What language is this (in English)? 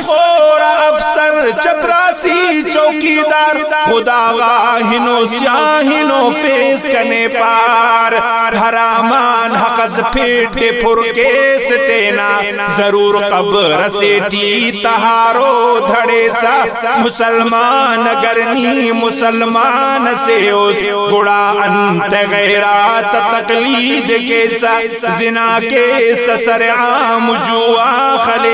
Brahui